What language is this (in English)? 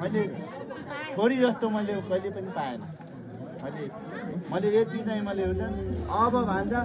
Nepali